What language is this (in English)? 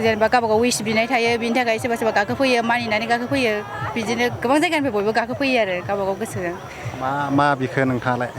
Bodo